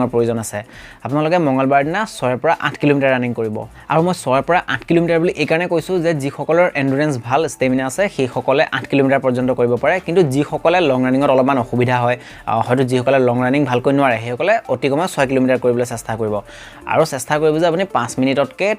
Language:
Assamese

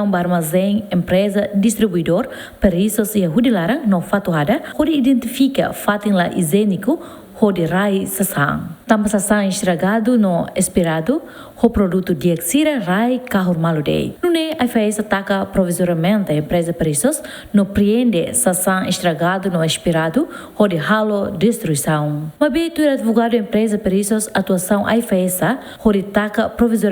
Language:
Tetum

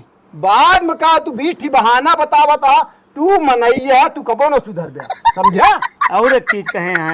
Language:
Awadhi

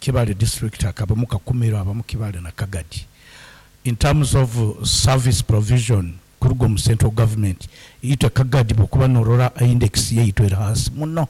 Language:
Nyoro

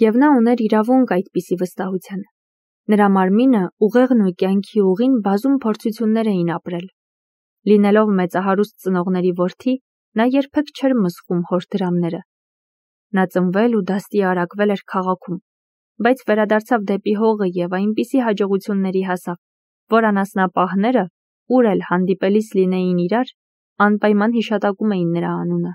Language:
Armenian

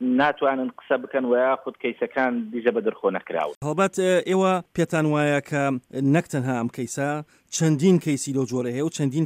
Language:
Central Kurdish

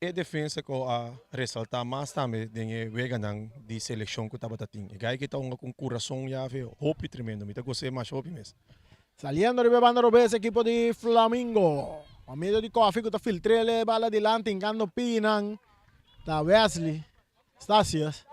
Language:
Papiamento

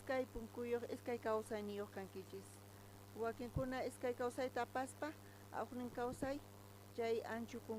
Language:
South Bolivian Quechua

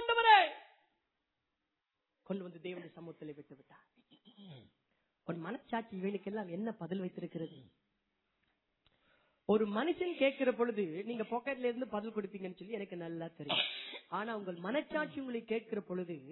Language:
Tamil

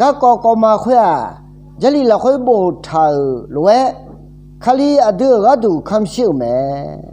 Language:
Akha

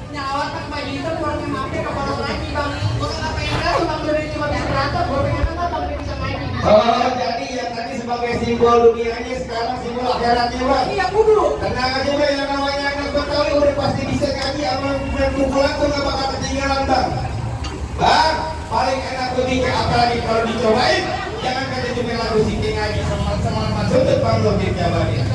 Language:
Betawi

